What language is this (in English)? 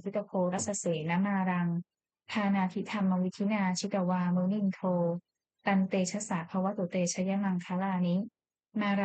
Pali